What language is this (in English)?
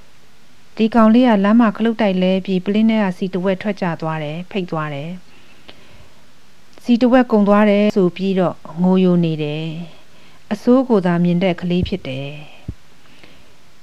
Burmese